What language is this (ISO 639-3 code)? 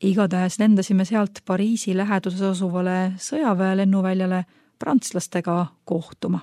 est